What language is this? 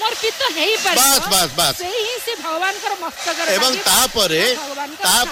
Odia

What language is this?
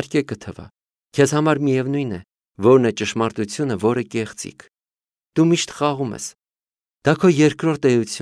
Armenian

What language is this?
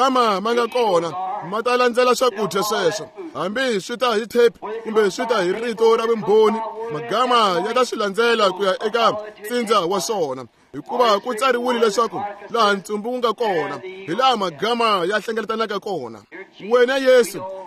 Tsonga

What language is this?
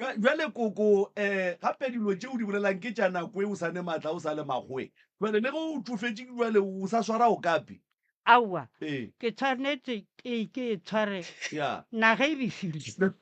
Northern Sotho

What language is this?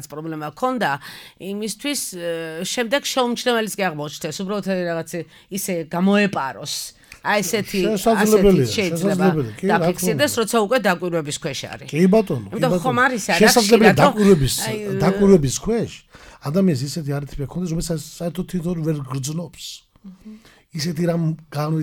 Georgian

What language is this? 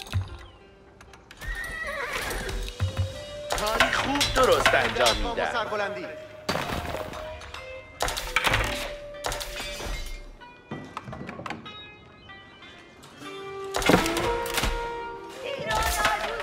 Persian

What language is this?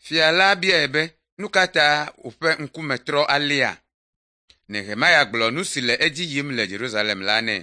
Ewe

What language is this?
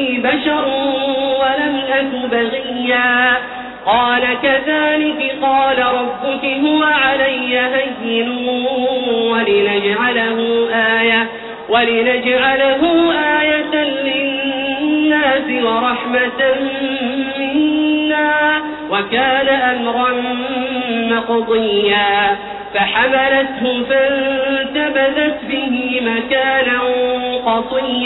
Arabic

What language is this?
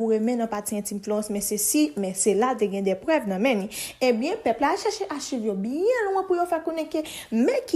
Haitian Creole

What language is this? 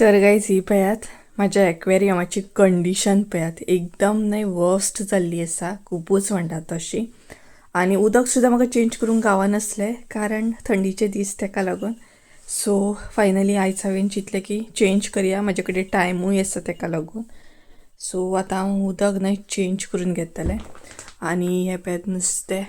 Konkani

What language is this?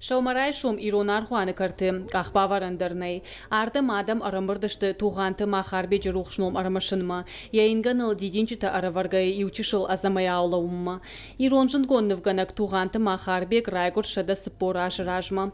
Ossetic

